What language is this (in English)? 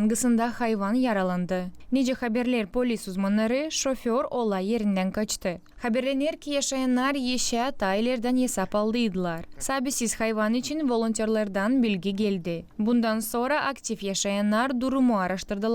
Gagauz